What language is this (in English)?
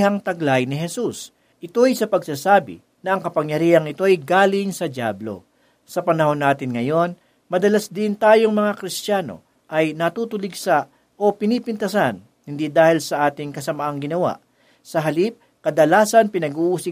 Filipino